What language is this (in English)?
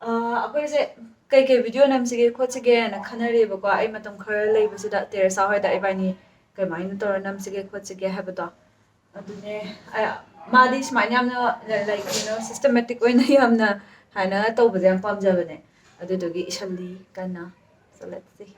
Manipuri